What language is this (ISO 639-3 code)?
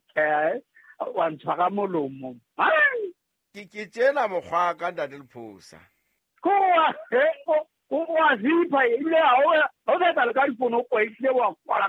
sot